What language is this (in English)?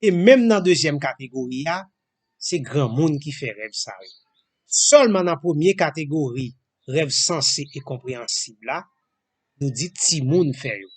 Haitian Creole